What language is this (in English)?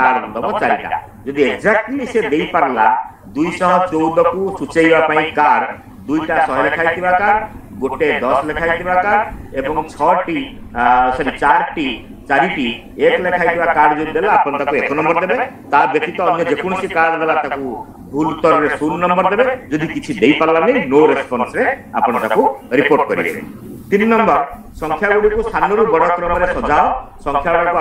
Odia